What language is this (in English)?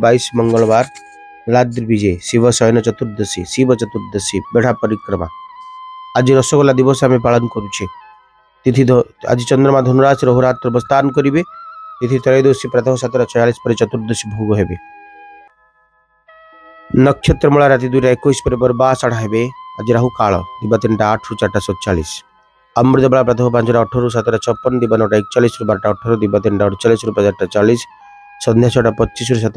Odia